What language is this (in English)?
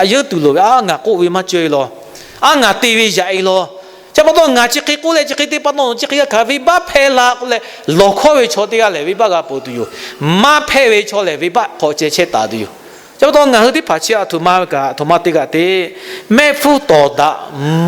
Lahu